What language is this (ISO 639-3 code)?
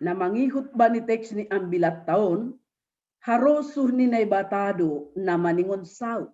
bts